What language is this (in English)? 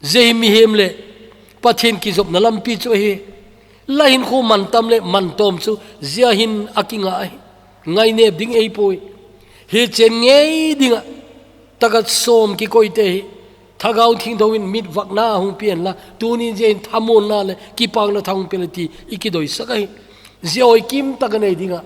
Thado Chin